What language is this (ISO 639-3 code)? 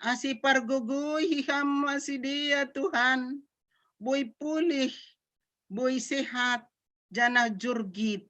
bts